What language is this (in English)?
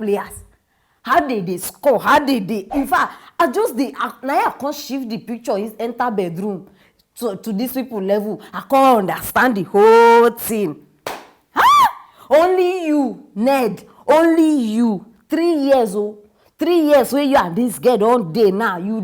Nigerian Pidgin